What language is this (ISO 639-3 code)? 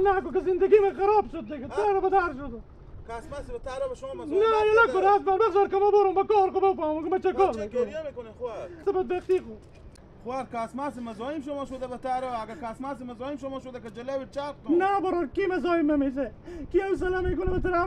haz